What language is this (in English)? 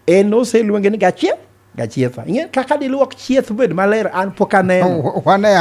Luo (Kenya and Tanzania)